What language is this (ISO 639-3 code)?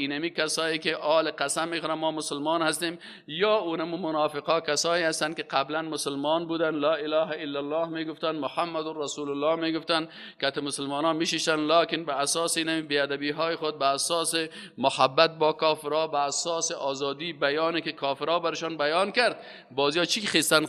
fas